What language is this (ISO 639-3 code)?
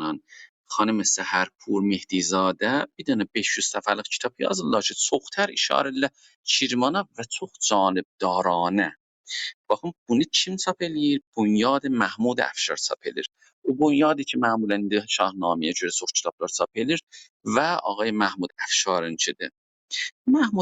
azb